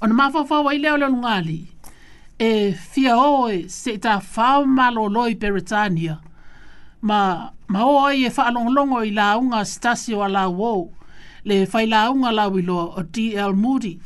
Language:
Samoan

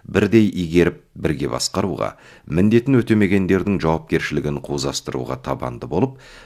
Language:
Kazakh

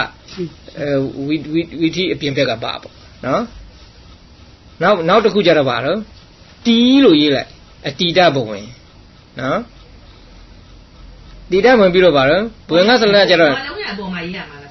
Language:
Burmese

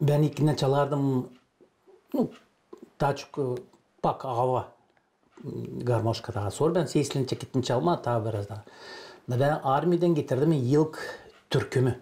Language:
Gagauz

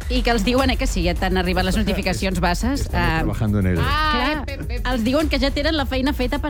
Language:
Catalan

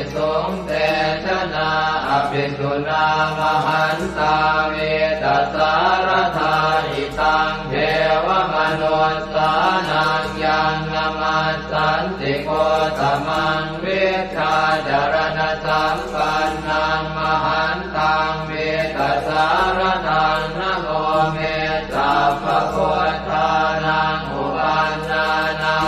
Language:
Pali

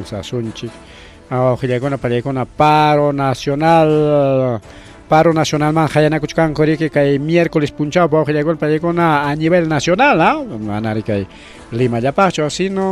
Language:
Ayacucho Quechua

